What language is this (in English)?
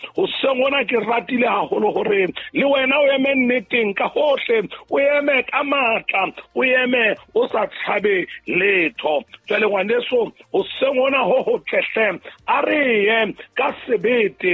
Southern Sotho